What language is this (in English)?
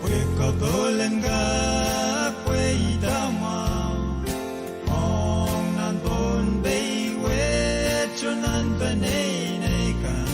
Pohnpeian